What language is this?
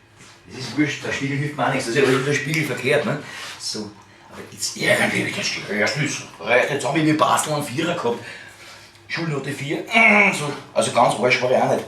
Bavarian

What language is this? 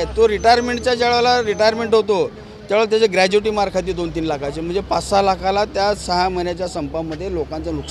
Marathi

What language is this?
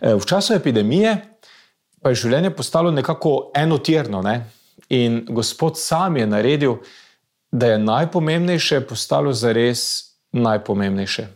Slovenian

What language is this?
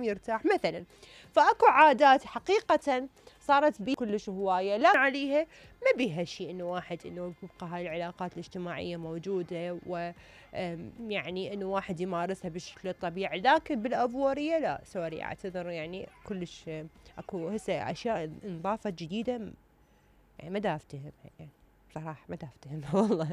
Mesopotamian Arabic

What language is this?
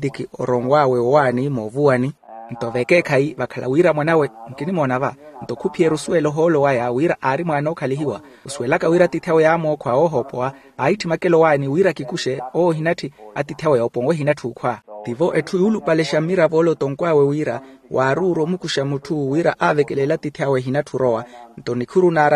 Makhuwa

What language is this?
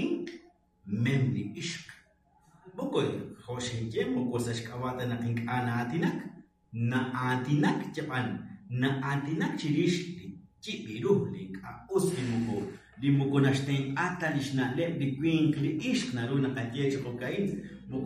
Kekchí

